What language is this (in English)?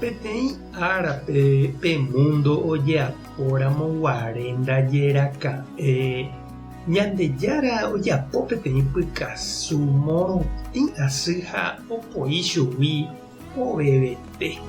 Guarani